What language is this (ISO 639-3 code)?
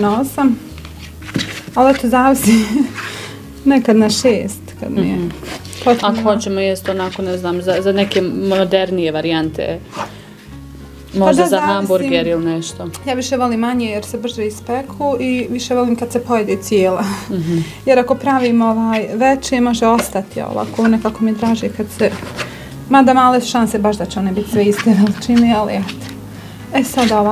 bos